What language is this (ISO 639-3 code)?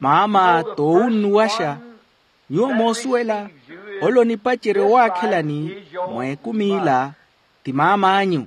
vmw